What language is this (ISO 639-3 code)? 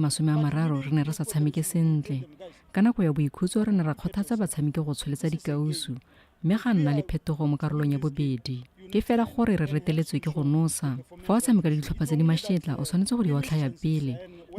tsn